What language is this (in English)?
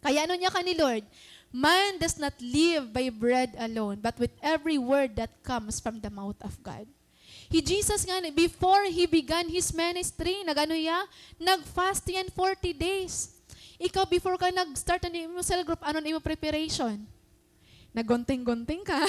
Waray